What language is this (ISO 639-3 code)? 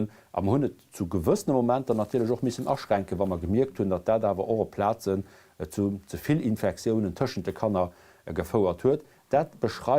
ltz